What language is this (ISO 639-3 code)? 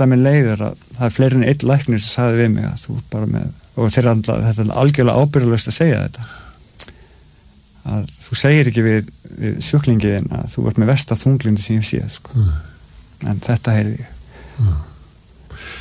isl